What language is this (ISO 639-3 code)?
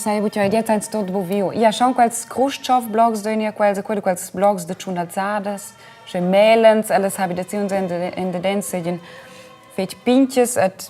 roh